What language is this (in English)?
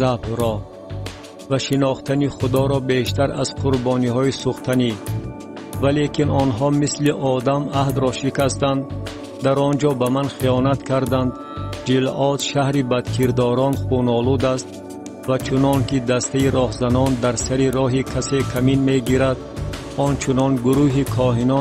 Tajik